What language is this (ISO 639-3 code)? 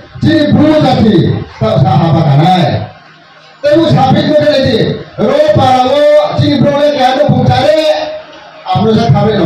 ria